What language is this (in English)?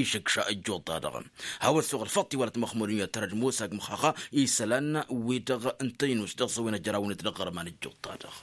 Tamasheq